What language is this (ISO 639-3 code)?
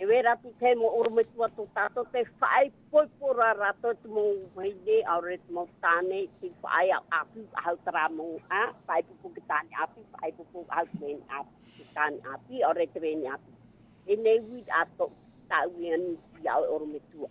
tah